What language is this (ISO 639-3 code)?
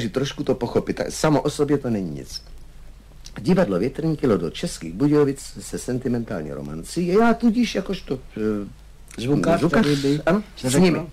ces